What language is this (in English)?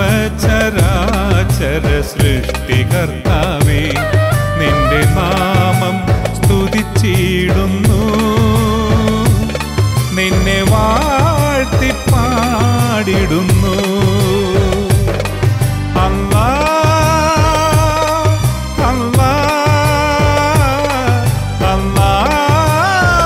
Malayalam